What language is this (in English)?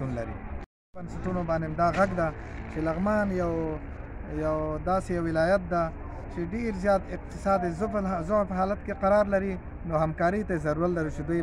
Pashto